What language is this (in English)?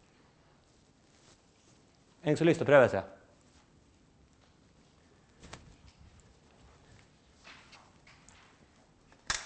Norwegian